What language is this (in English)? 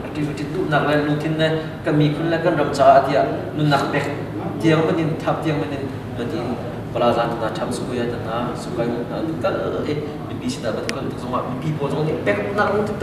Hakha Chin